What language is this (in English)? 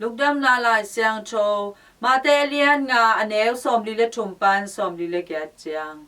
Tedim Chin